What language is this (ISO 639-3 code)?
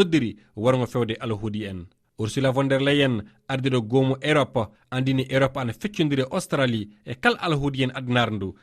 ful